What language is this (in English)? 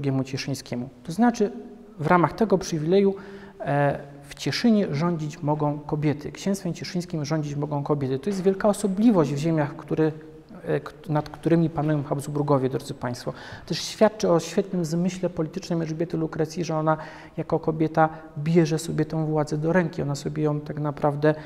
Polish